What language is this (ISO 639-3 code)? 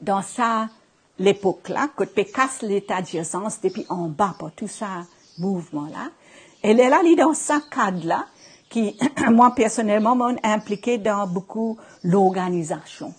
mfe